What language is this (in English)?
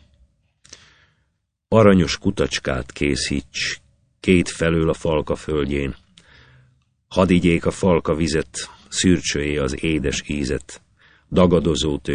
Hungarian